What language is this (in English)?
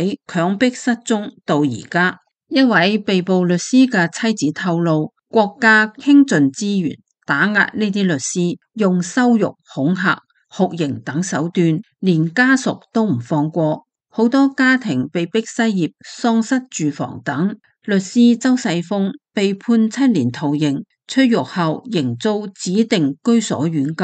Cantonese